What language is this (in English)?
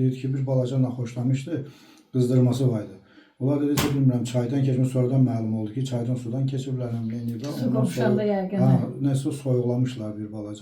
Azerbaijani